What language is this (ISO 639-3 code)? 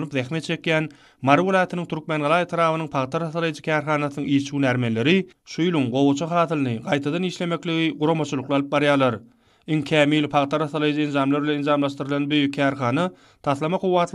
tuk